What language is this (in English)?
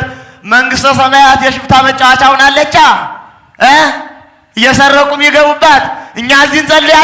Amharic